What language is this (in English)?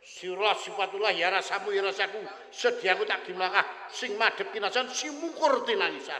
Javanese